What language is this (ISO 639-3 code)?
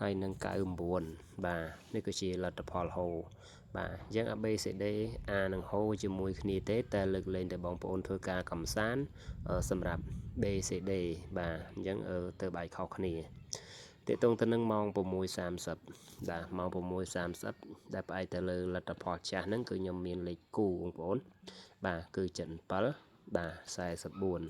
khm